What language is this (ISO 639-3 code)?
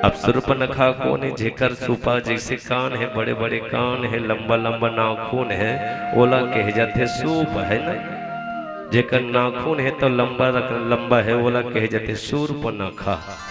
hne